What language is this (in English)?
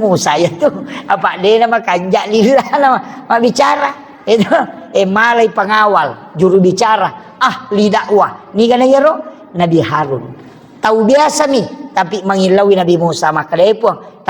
Buginese